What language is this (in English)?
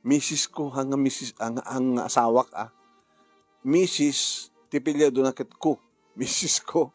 Iloko